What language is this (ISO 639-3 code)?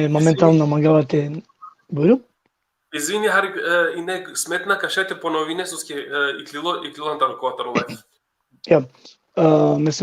rmn